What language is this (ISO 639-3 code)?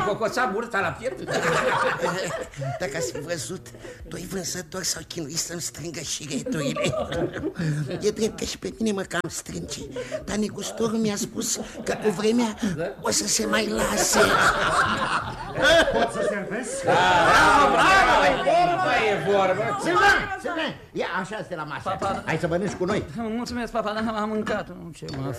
ron